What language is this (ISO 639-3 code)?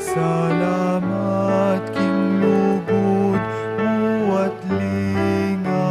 pam